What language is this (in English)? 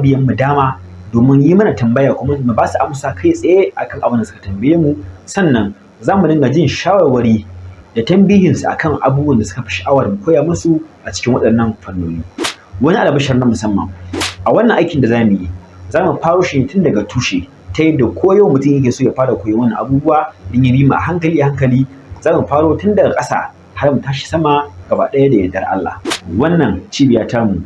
Hausa